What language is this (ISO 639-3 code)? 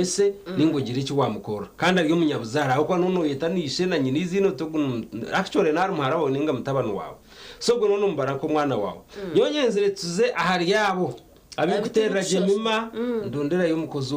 nyn